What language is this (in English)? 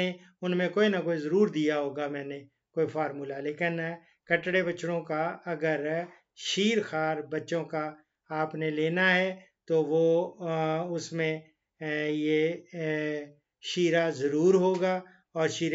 Hindi